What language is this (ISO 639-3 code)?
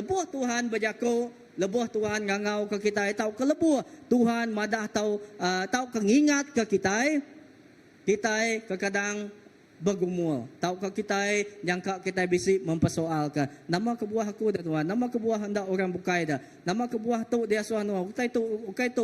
iba